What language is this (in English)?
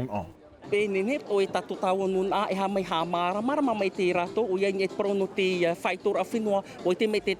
Tahitian